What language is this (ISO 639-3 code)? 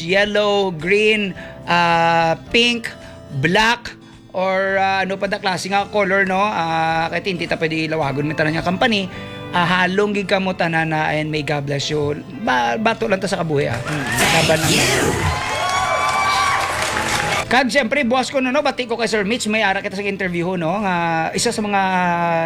hil